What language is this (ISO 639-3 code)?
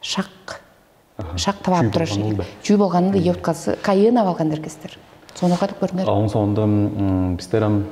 tyv